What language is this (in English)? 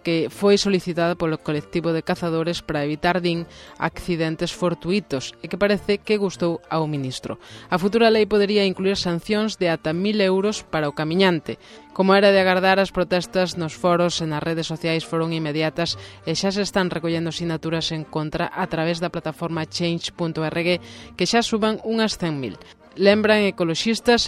Galician